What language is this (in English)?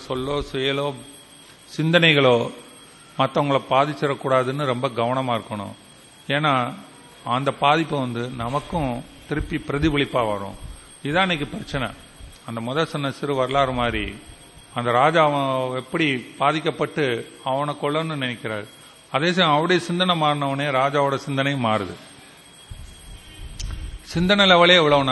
Tamil